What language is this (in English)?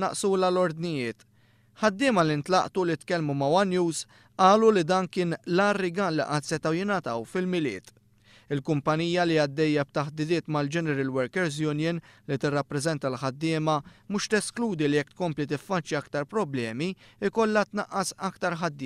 Maltese